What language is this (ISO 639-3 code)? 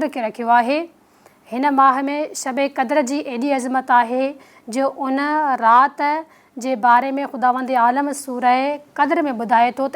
snd